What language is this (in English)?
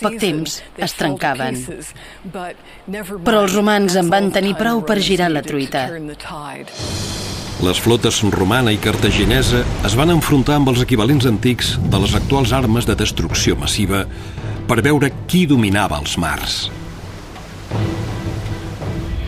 Catalan